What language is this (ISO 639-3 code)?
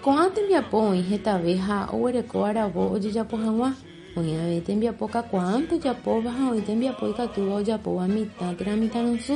grn